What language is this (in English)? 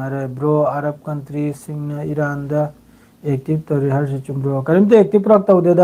Manipuri